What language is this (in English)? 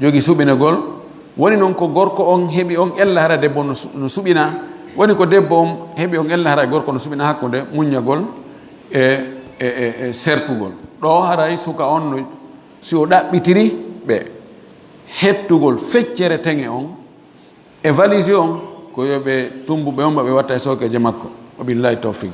Fula